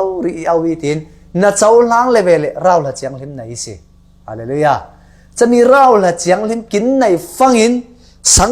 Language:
Falam Chin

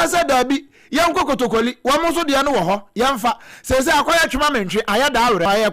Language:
Akan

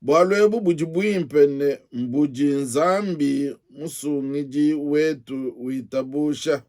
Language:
Luba-Lulua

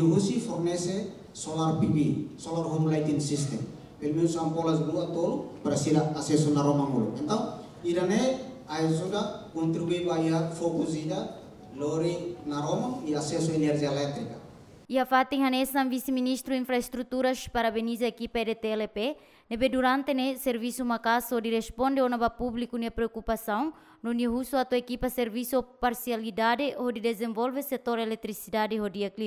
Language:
Tetum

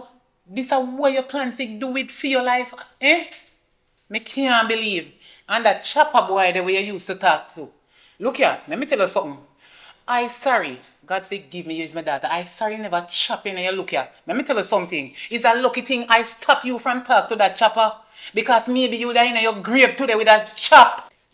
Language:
Jamaican Creole English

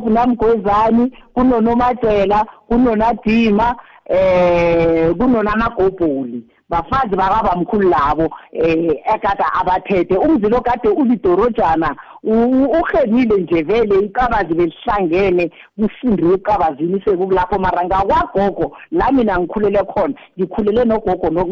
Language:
South Ndebele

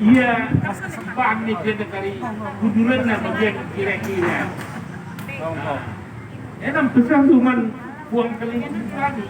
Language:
Batak Karo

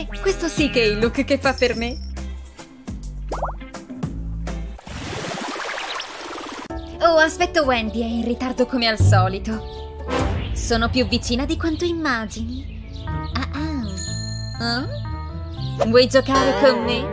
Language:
Italian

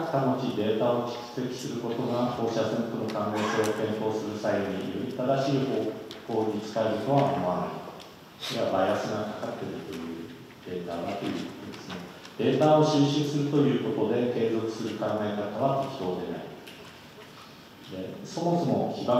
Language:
Japanese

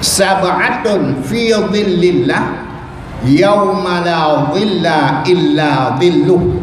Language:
Achinese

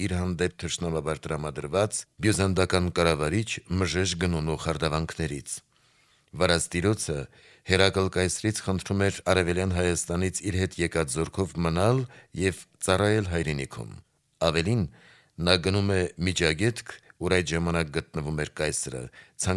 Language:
Armenian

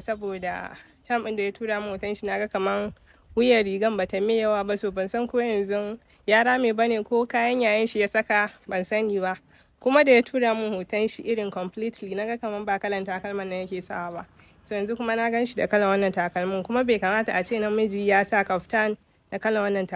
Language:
Hausa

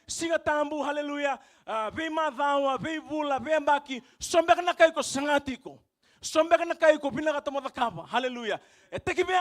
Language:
Fijian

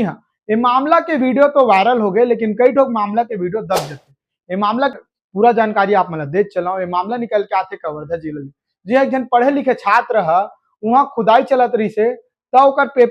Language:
Chhattisgarhi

